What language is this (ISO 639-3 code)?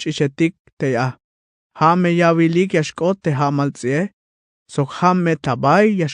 tzh